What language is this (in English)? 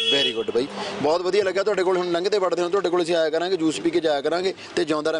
Punjabi